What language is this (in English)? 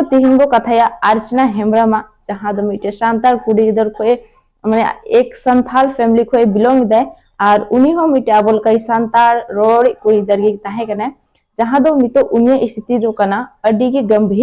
Santali